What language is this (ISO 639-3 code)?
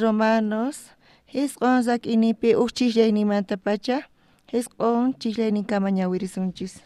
quh